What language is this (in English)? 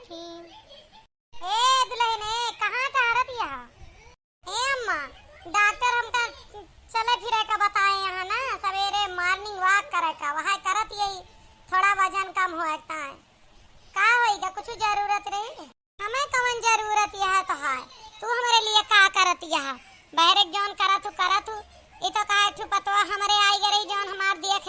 Awadhi